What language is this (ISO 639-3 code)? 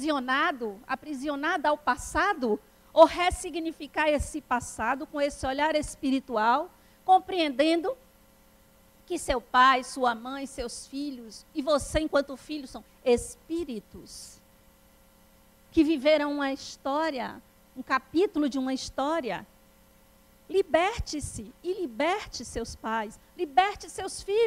por